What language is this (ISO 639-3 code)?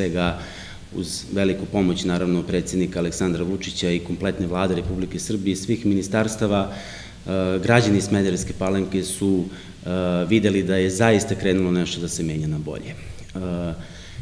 srp